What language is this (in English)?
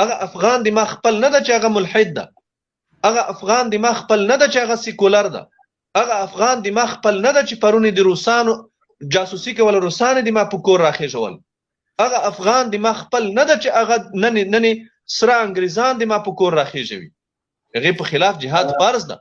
Pashto